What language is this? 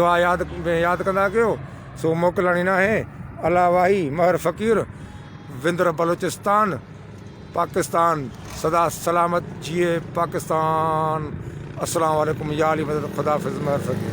Sindhi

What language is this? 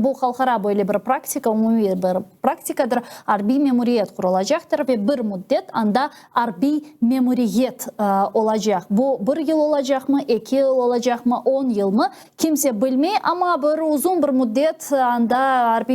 Crimean Tatar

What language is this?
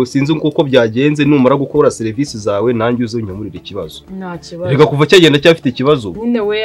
Kinyarwanda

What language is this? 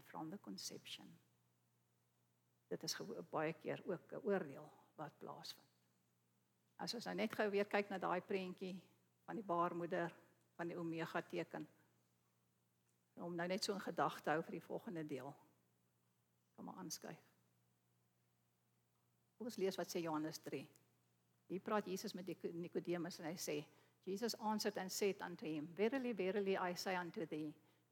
Afrikaans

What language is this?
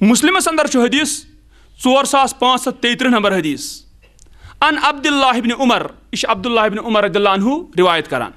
Kashmiri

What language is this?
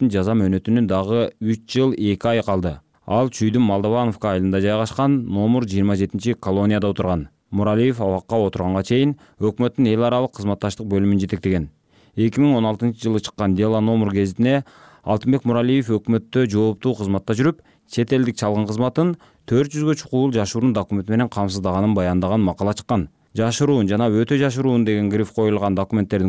Kyrgyz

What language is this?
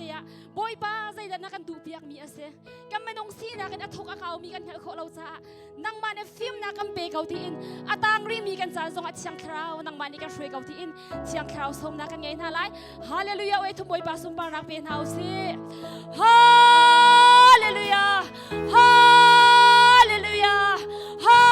Hakha Chin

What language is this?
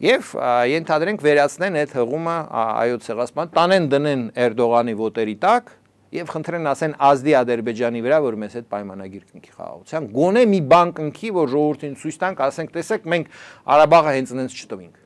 Armenian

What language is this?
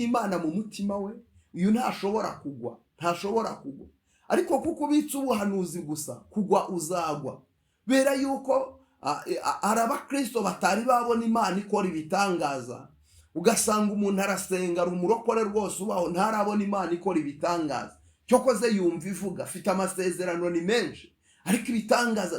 Kinyarwanda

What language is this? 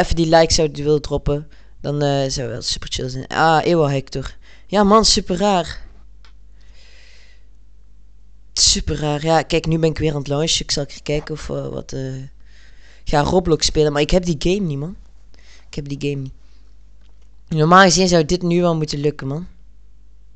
Dutch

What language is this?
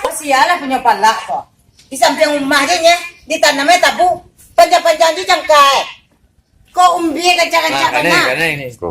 Minangkabau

